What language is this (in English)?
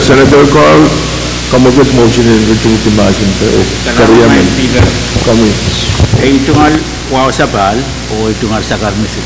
Pohnpeian